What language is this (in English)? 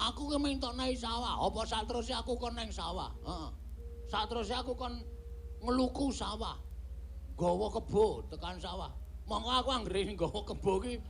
Javanese